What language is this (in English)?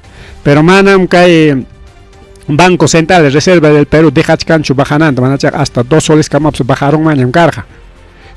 Ayacucho Quechua